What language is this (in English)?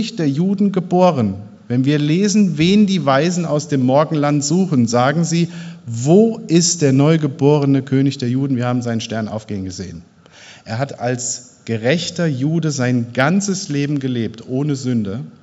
German